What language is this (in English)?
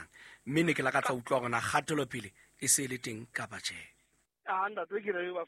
Southern Sotho